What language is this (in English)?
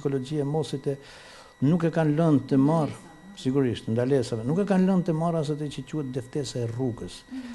Albanian